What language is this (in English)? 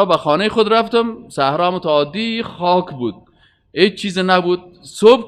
Persian